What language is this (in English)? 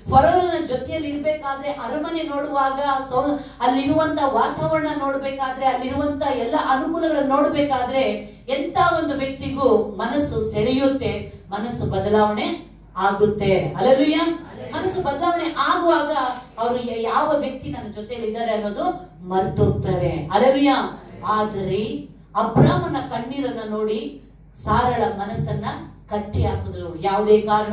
Kannada